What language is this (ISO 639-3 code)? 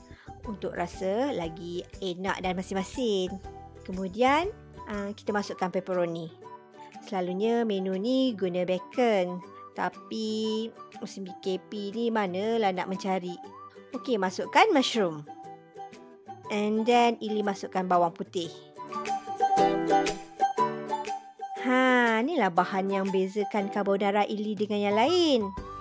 msa